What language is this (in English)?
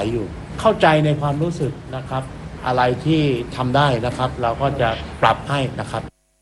Thai